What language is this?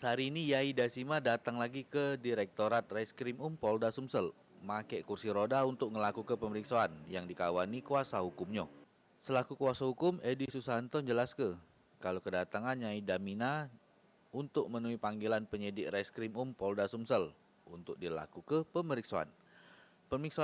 Musi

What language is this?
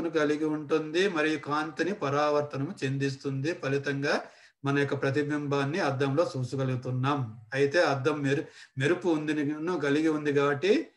Telugu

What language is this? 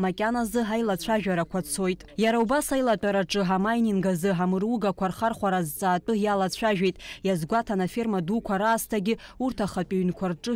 Abkhazian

